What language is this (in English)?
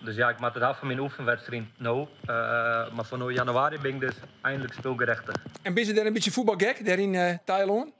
Western Frisian